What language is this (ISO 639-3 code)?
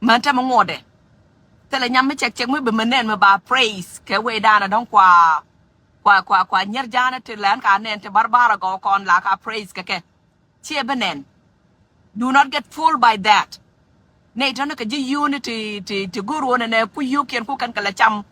nus